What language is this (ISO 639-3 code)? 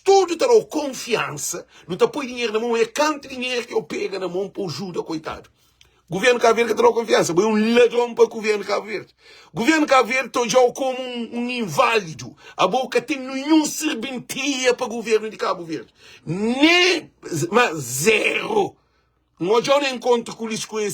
kea